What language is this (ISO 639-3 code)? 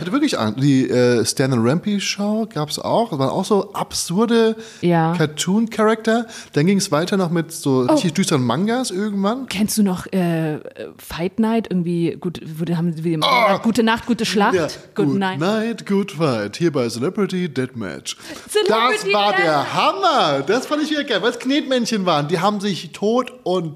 deu